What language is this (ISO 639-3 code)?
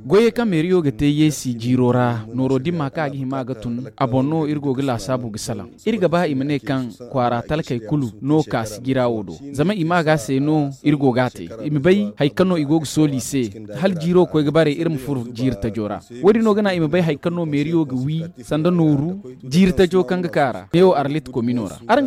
dje